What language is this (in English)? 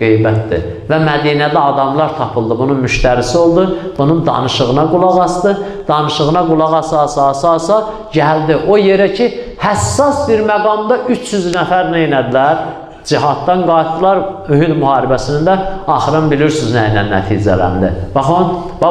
Azerbaijani